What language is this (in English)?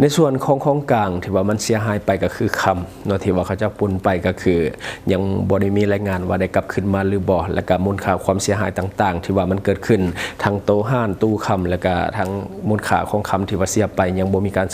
Lao